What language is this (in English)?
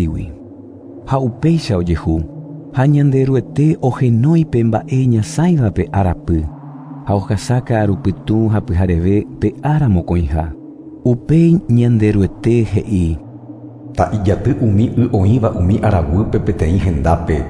Guarani